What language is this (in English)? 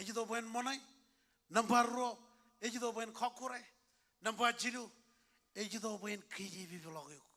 Marshallese